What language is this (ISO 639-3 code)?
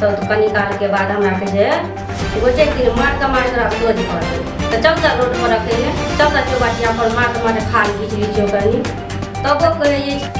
mai